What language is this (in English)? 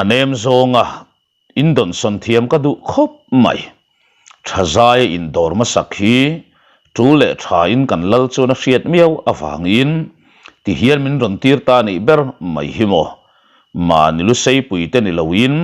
Mizo